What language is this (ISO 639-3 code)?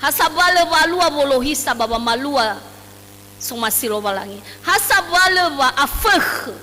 nia